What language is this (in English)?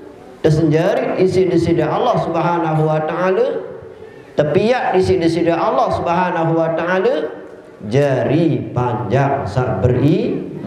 Sasak